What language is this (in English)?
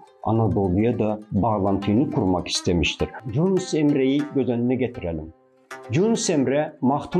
Turkmen